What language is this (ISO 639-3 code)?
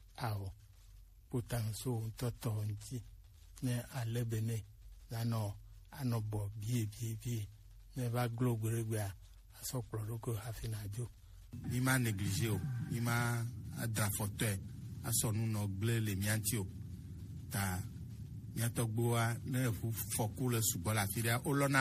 gej